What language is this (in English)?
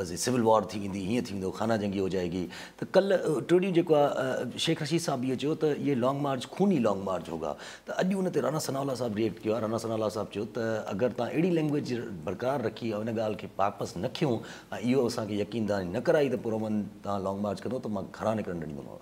Sindhi